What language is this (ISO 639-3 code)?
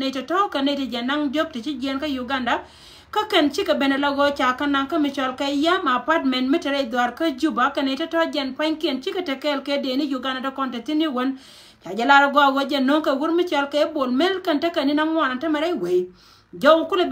nus